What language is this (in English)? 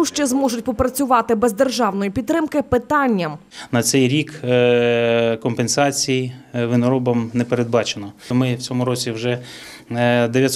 Ukrainian